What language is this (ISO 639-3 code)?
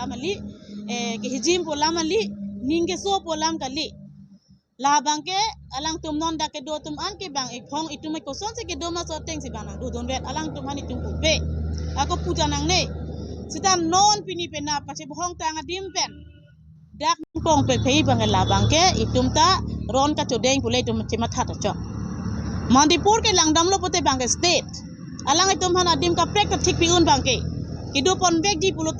mjw